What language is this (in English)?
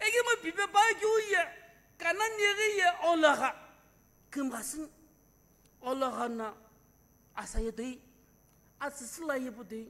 Sumi Naga